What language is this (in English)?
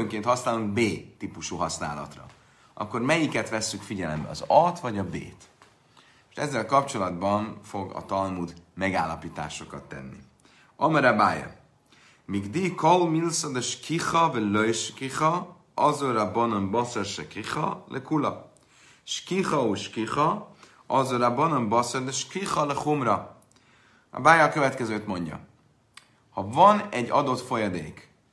Hungarian